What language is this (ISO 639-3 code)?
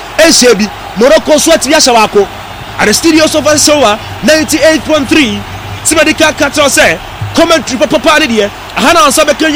aka